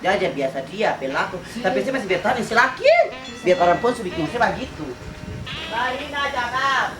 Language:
Ambonese Malay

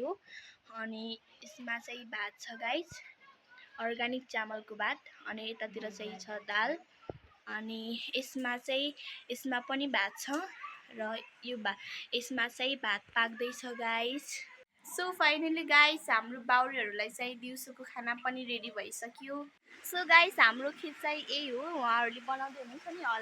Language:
Nepali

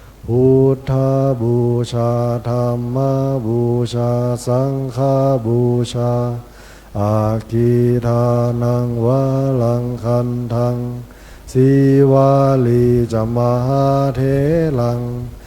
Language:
Pali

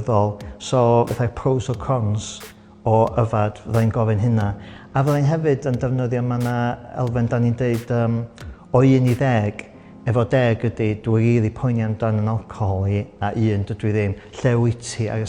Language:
Welsh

